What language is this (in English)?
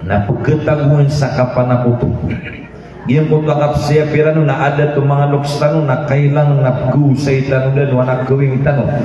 Maranao